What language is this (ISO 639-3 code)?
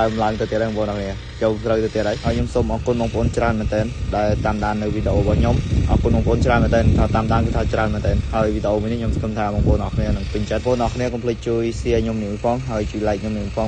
khm